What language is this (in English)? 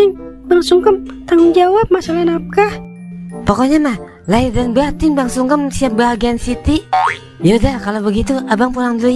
Betawi